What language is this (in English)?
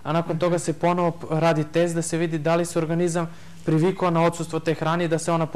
Serbian